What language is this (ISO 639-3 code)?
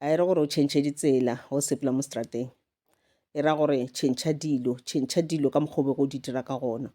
nso